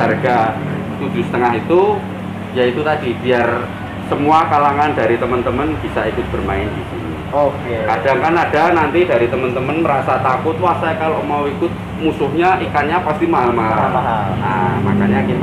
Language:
Indonesian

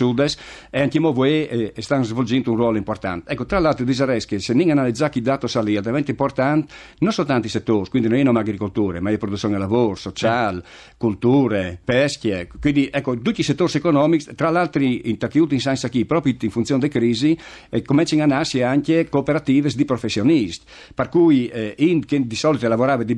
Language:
Friulian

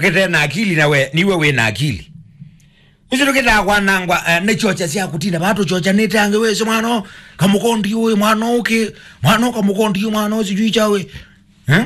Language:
Kamba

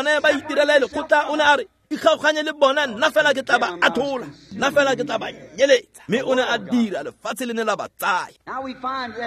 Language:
Tswana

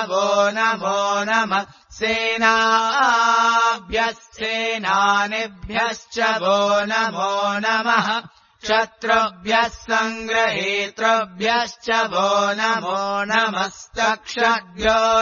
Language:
Sanskrit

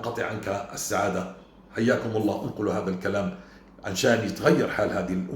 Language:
North Levantine Arabic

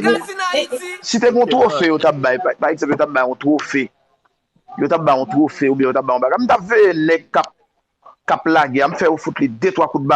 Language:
Haitian Creole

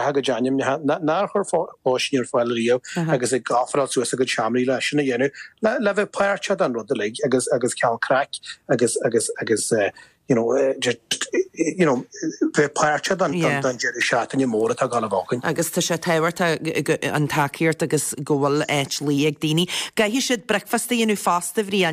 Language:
Irish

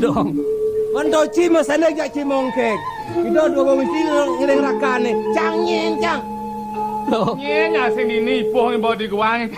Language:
Balinese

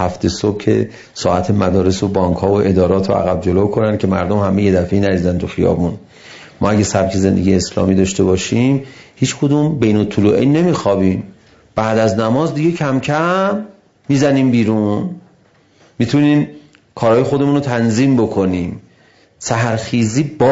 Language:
Persian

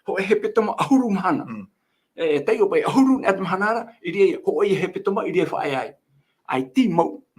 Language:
Tahitian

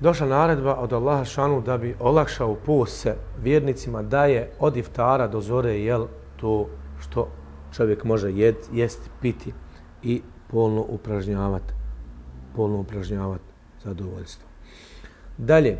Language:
Bosnian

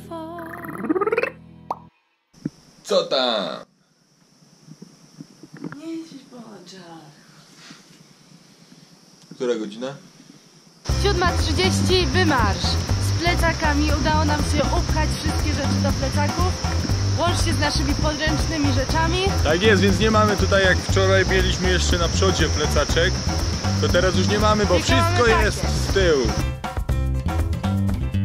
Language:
Polish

